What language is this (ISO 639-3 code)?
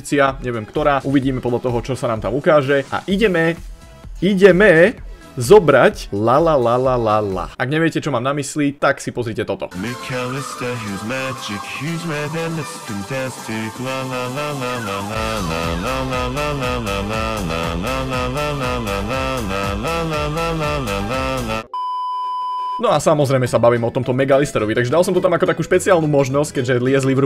slk